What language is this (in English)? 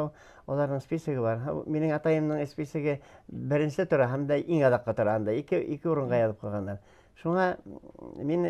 Bashkir